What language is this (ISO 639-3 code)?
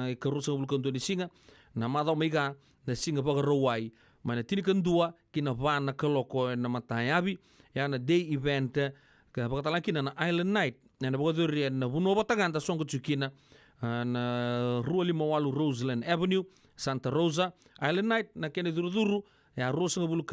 fij